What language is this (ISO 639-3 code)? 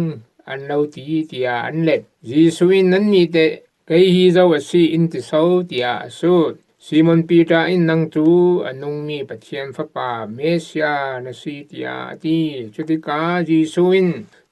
cfm